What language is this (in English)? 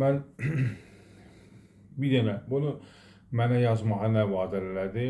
Azerbaijani